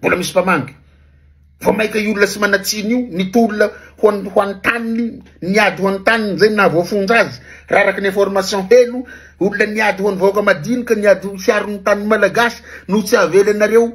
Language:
Malagasy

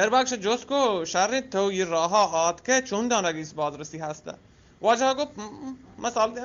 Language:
Eastern Balochi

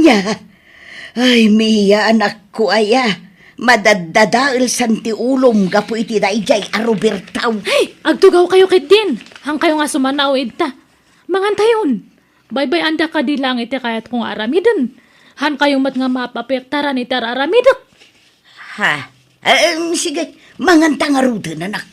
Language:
Iloko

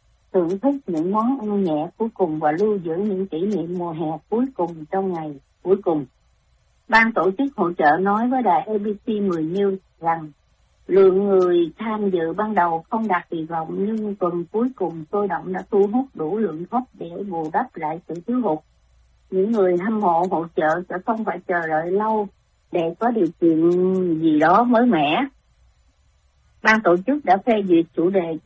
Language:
Vietnamese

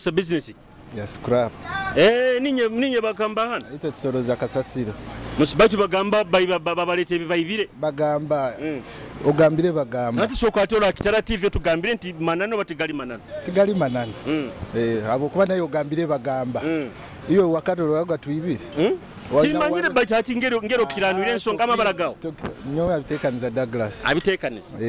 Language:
Nyoro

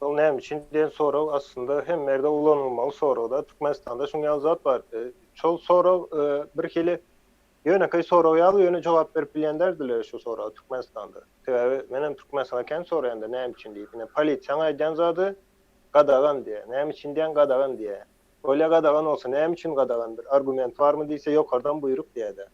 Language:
Turkmen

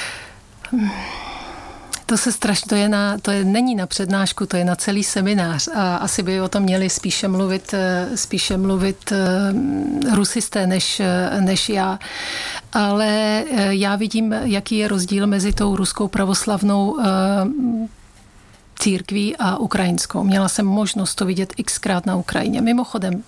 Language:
Czech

